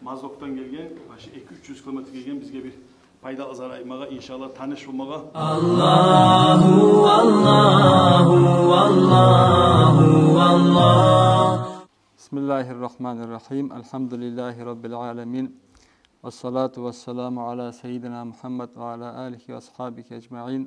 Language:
Kumyk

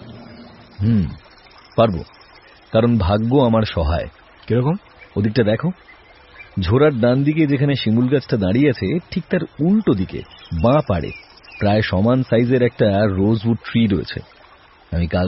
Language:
Bangla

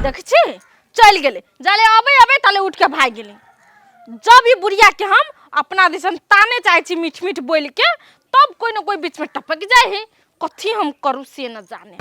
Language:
Maithili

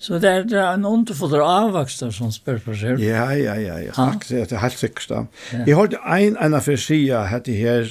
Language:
Faroese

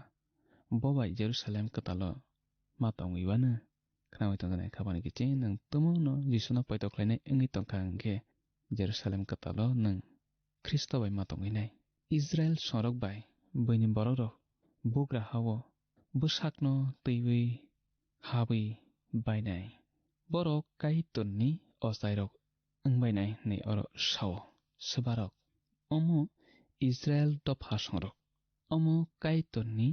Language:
Kok Borok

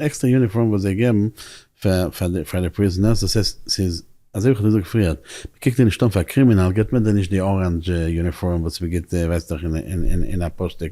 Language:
Yiddish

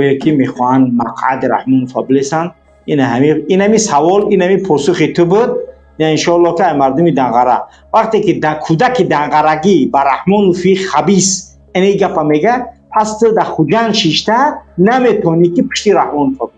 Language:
Tajik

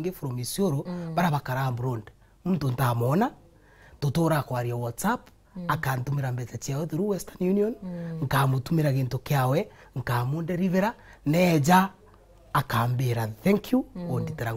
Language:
Meru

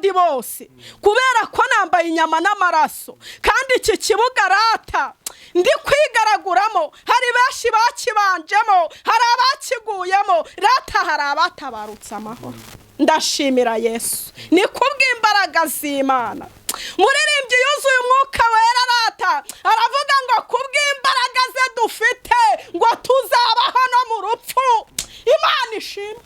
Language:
Kinyarwanda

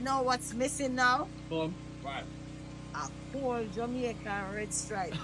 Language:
Jamaican Creole English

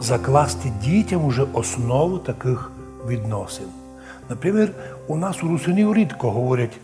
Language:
Rusyn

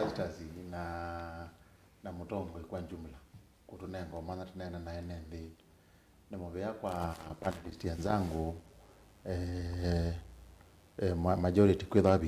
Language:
Kamba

